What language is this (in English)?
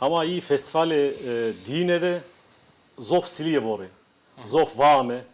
Zaza